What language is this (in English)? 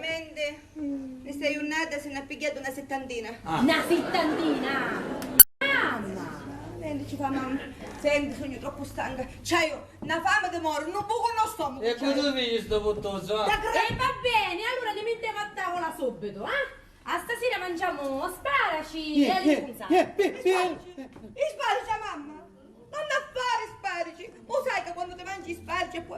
Sicilian